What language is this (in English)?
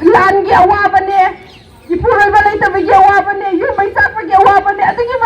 Manipuri